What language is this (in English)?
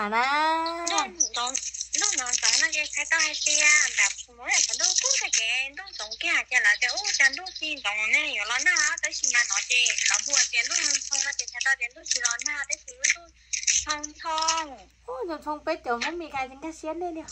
Hmong